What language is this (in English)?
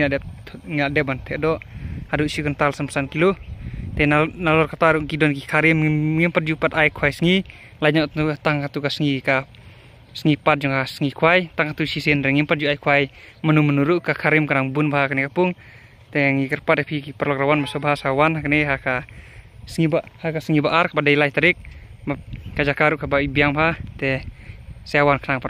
Khasi